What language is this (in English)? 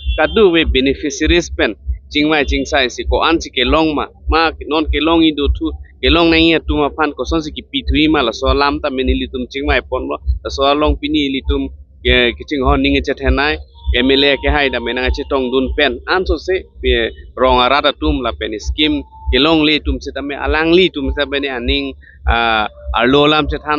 Karbi